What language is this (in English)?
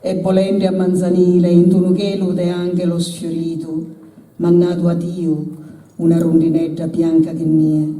Sardinian